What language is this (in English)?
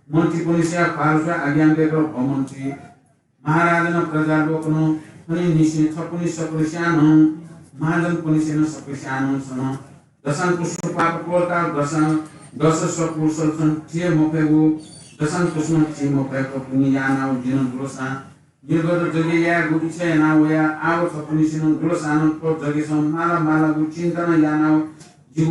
Newari